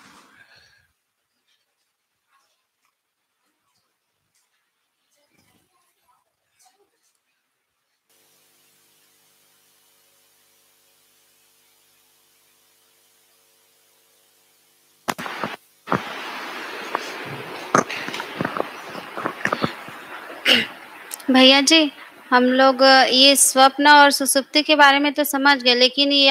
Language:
Hindi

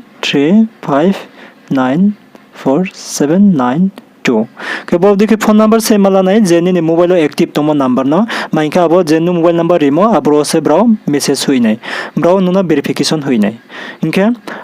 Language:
Riang (India)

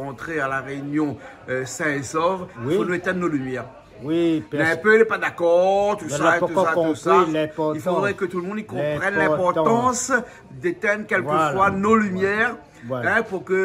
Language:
Réunion Creole French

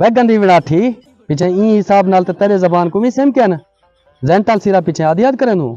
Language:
Saraiki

